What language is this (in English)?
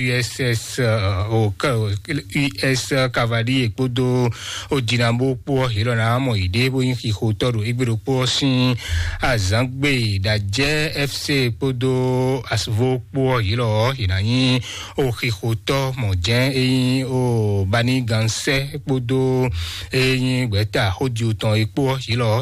Fon